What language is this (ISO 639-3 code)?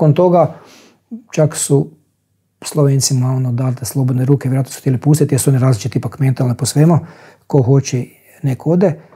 hrv